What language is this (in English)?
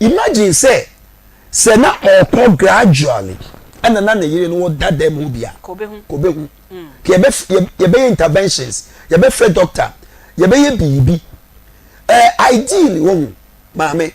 Akan